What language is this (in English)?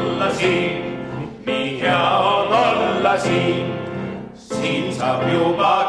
Estonian